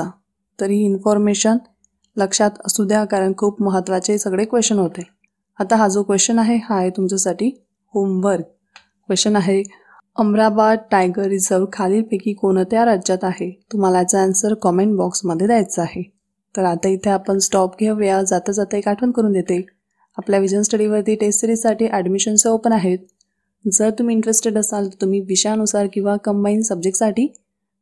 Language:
Marathi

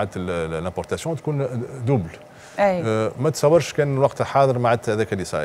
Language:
Tunisian Arabic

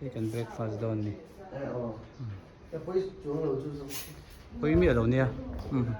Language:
Hmar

